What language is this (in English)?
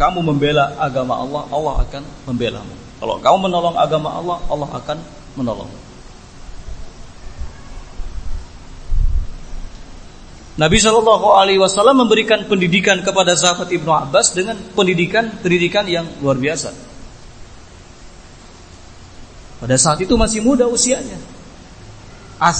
Indonesian